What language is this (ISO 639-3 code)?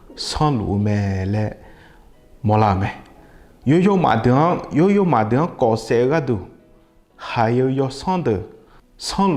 ahk